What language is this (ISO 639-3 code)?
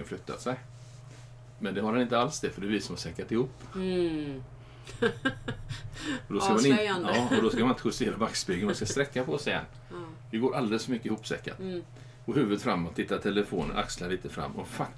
swe